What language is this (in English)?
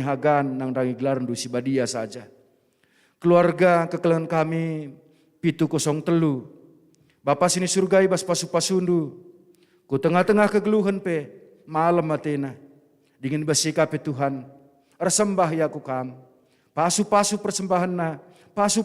Batak Karo